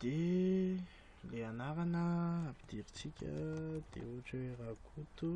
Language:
Malagasy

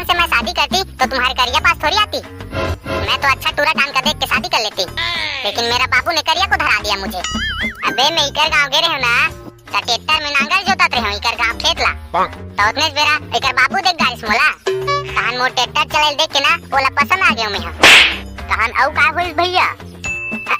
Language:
Chhattisgarhi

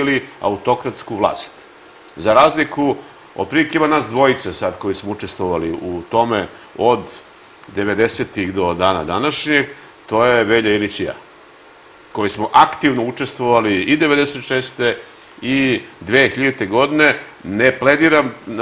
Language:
Serbian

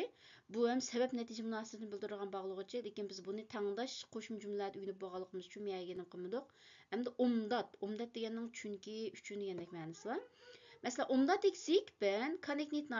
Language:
Uyghur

